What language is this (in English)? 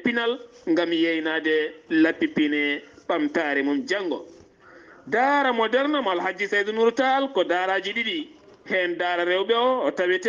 Fula